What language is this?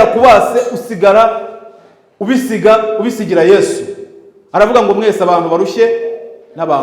Kinyarwanda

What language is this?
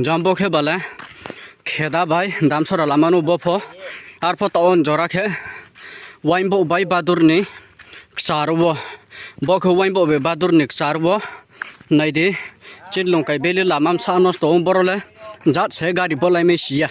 Riang (India)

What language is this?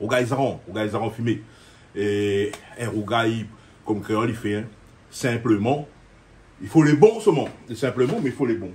Réunion Creole French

